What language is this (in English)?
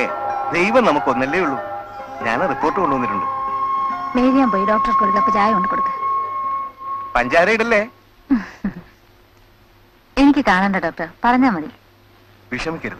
Malayalam